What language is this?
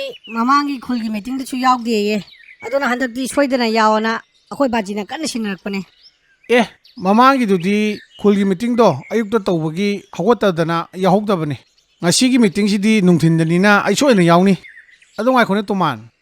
Manipuri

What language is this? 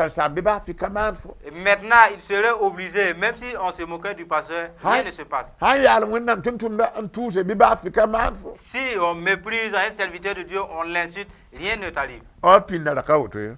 Mossi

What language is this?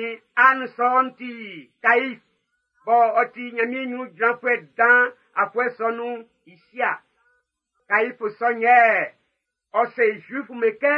Baoulé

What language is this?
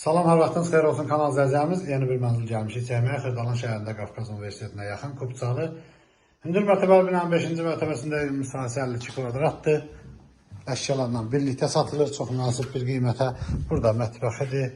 Azerbaijani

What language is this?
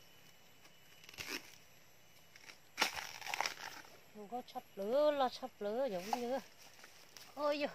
Vietnamese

